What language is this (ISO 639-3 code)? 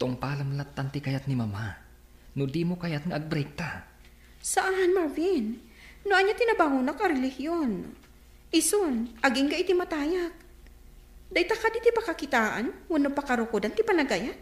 ilo